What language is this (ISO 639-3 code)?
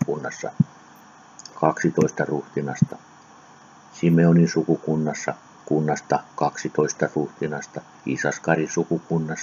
fin